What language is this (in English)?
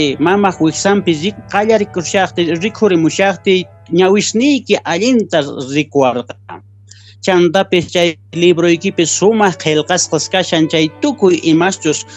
Quechua